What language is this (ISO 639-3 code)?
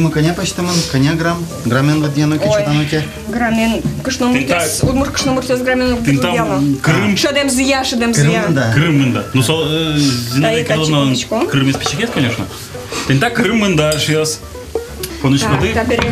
udm